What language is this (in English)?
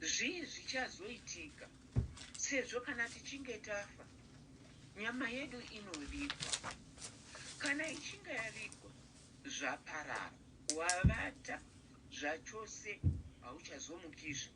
Shona